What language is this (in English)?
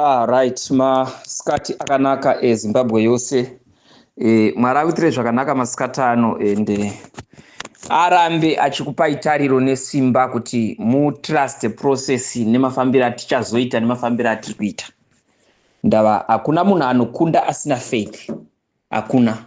Shona